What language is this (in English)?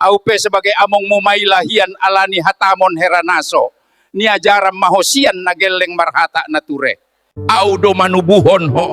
Batak Toba